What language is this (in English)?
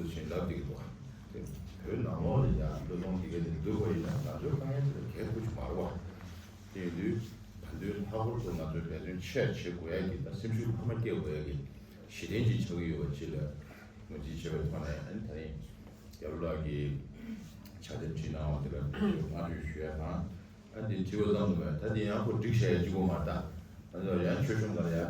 Tibetan